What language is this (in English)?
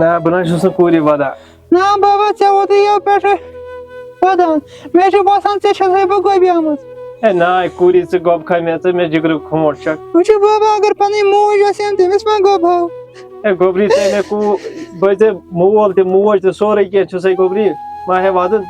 Kashmiri